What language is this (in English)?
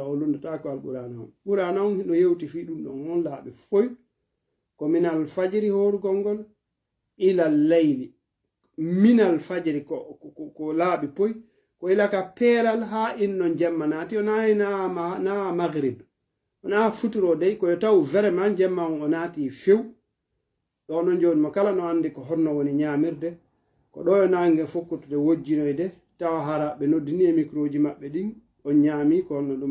Fula